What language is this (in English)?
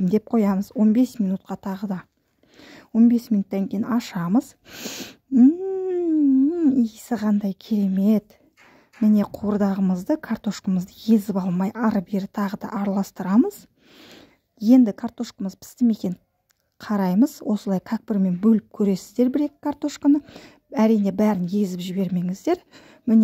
Kazakh